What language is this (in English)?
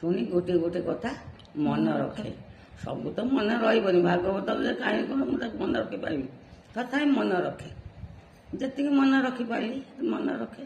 Odia